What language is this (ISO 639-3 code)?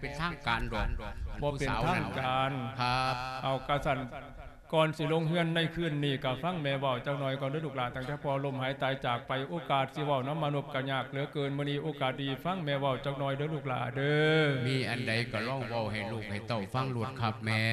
lao